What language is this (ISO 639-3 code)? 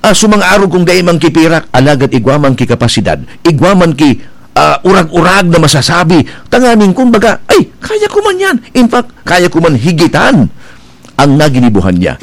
bik